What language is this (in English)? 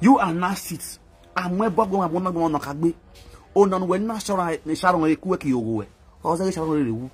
Nigerian Pidgin